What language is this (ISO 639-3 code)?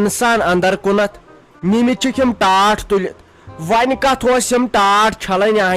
kas